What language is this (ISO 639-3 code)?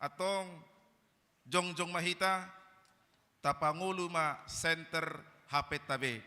bbc